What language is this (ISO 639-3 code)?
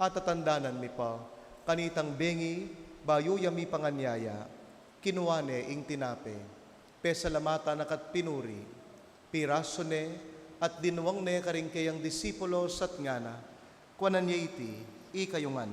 pam